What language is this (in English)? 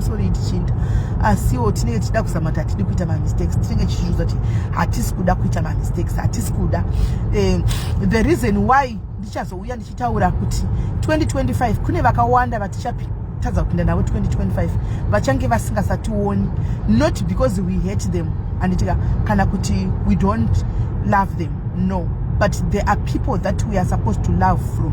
Shona